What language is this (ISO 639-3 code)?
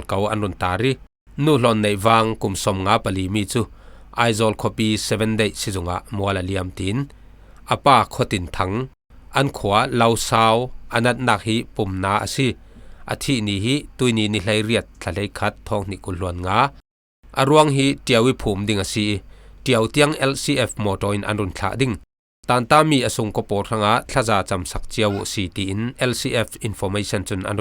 cfm